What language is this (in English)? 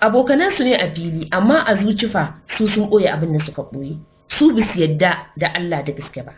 Hausa